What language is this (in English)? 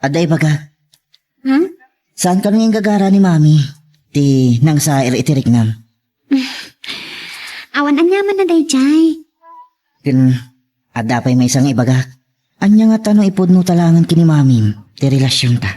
Iloko